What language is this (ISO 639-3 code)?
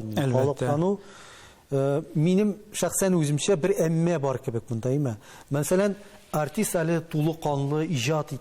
tat